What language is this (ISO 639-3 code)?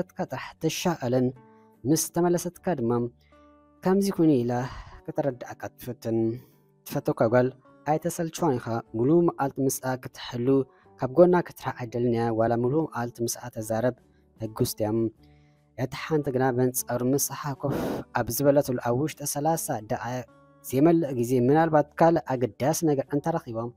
tir